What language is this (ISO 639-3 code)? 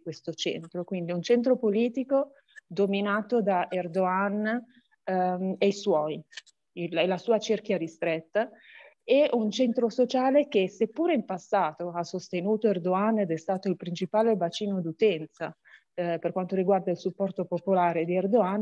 ita